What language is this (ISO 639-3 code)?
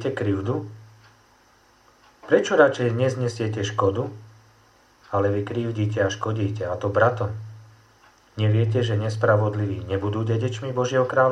slk